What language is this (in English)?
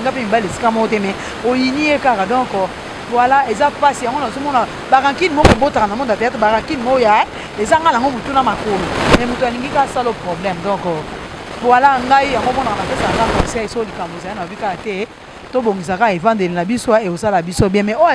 Lingala